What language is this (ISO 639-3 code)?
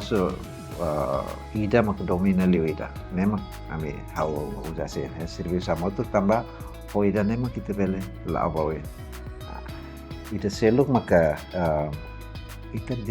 tet